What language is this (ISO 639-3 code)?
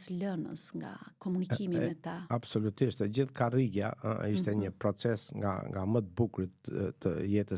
sqi